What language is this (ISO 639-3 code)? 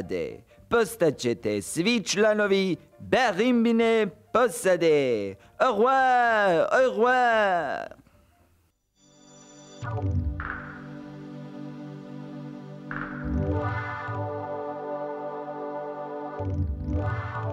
hrv